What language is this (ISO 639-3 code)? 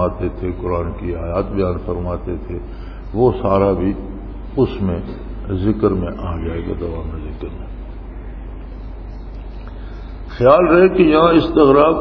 urd